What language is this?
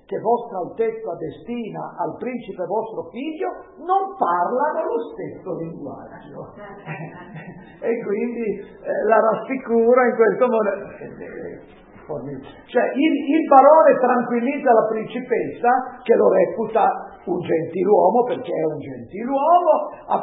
Italian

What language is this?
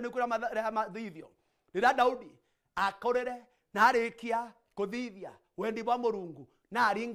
Meru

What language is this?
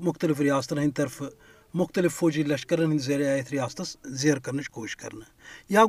Kashmiri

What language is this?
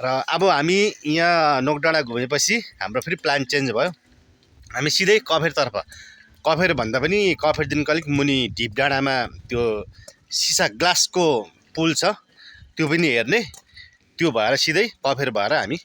Nepali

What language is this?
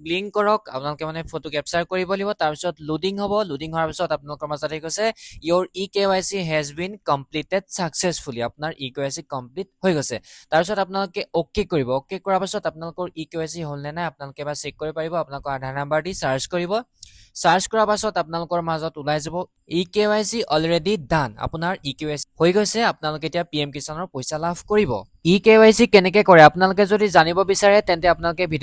Assamese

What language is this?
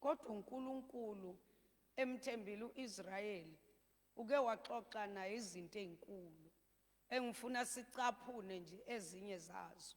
Zulu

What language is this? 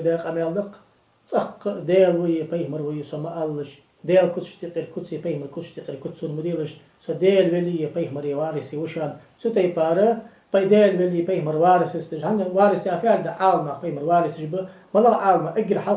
Ingush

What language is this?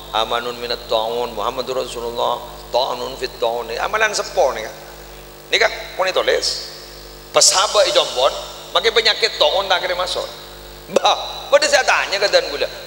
Madurese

